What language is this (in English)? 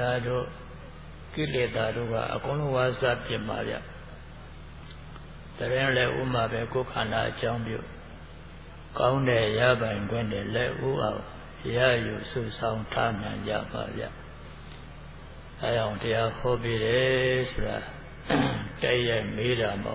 Burmese